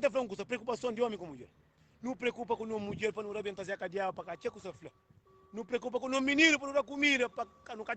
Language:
Kabuverdianu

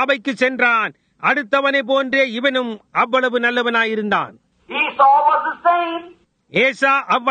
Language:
Tamil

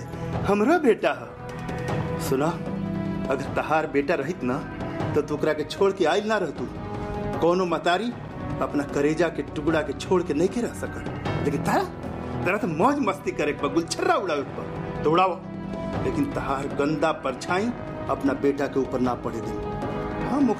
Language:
Bhojpuri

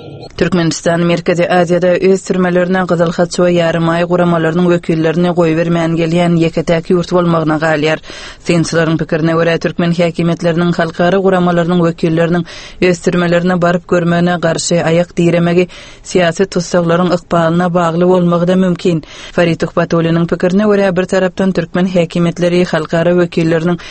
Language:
Turkmen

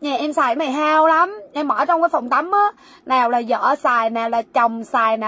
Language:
Vietnamese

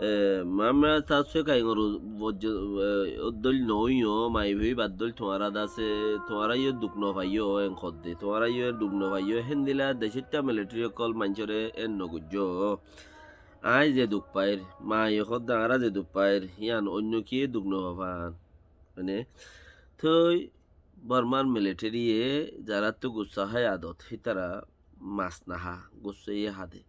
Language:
Rohingya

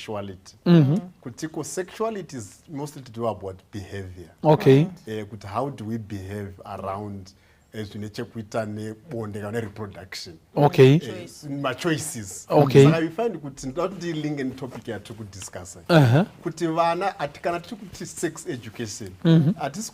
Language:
Shona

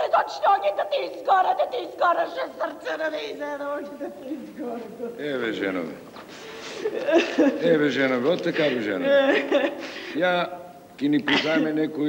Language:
Macedonian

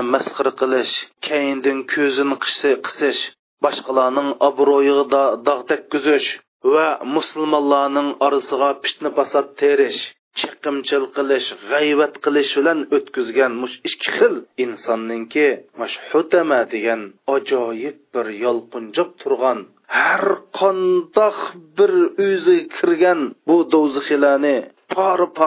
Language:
Uyghur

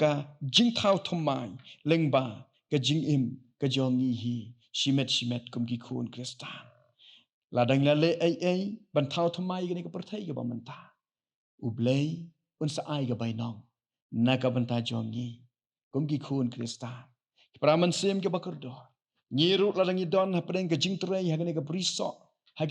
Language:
Khasi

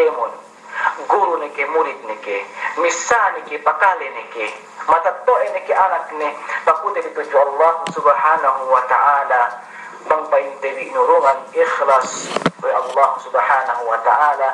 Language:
Yakan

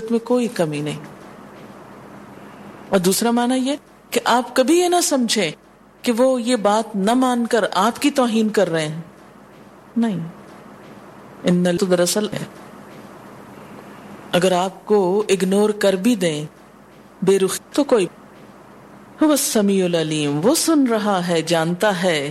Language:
Urdu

